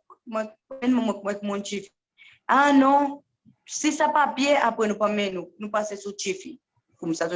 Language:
Seselwa Creole French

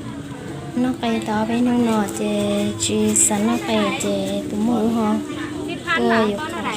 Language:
Hmong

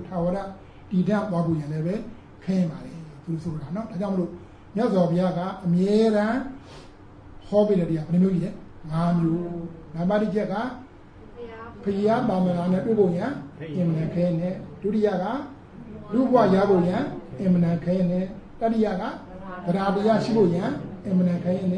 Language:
Burmese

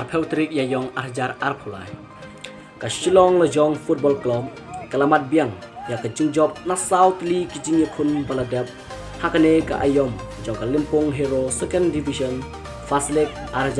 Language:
Khasi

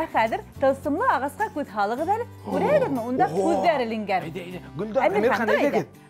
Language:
Bashkir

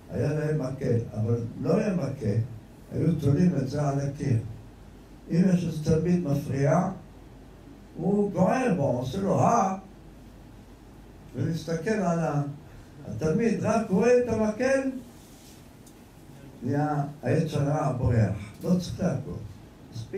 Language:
Hebrew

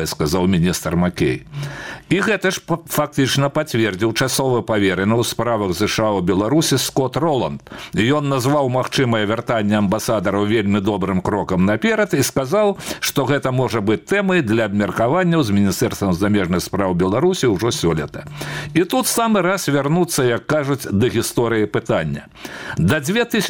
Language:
Belarusian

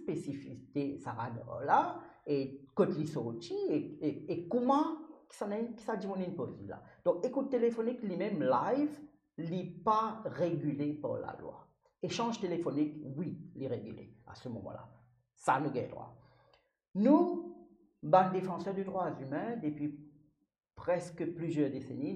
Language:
Morisyen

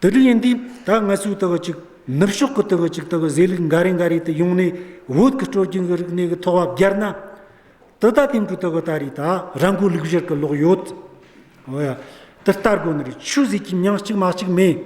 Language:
Amdo Tibetan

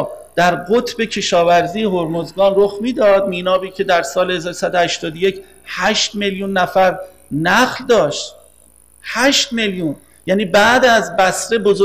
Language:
Persian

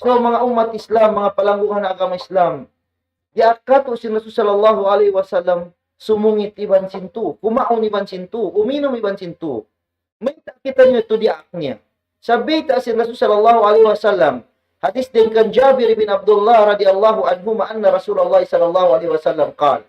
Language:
Tausug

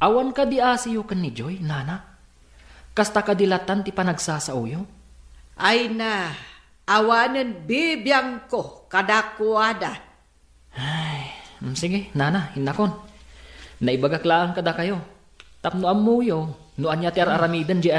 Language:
Iloko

